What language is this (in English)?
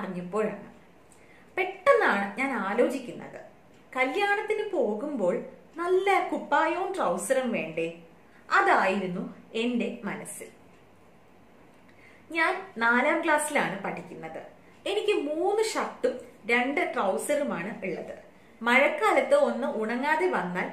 Malayalam